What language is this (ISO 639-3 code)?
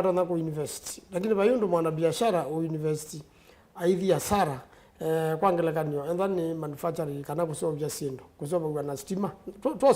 kam